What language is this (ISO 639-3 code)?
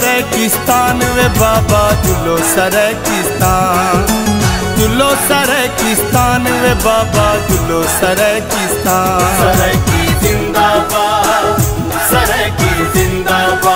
skr